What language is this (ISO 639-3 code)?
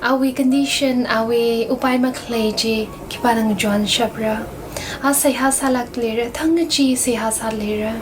nmf